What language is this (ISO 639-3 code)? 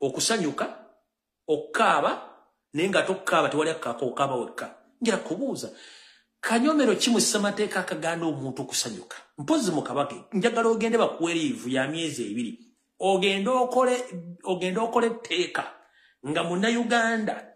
lug